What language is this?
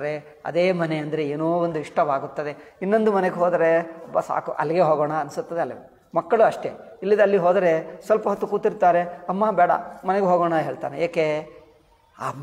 Kannada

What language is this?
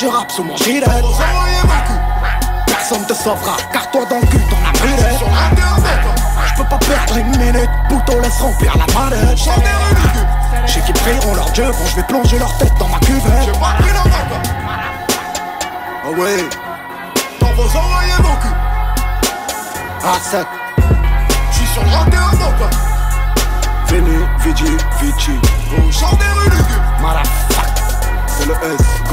French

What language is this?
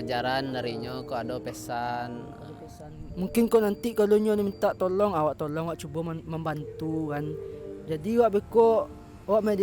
Minangkabau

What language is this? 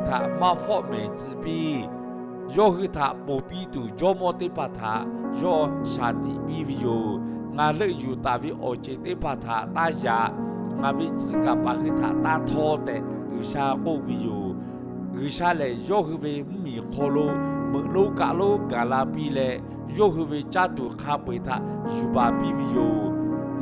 Lahu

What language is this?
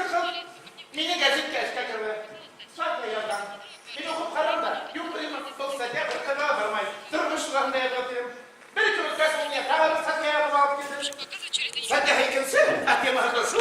Bashkir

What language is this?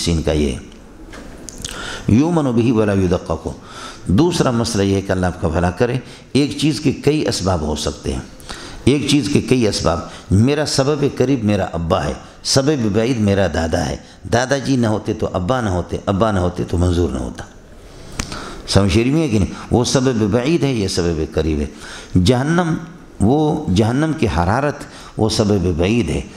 Urdu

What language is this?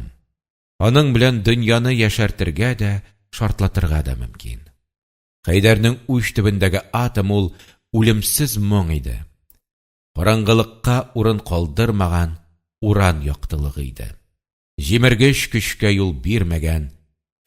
Tatar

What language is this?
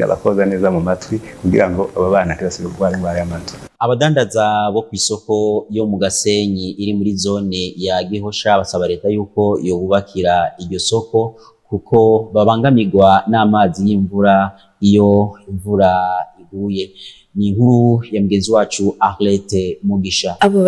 Rundi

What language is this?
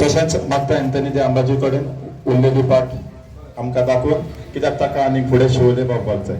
Konkani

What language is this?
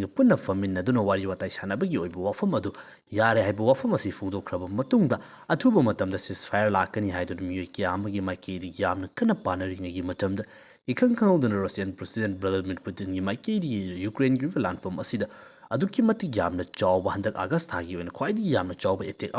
Manipuri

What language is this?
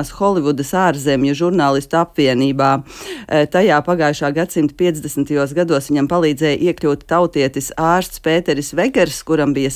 Latvian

